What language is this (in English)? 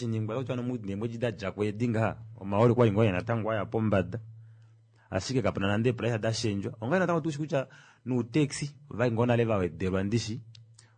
Kuanyama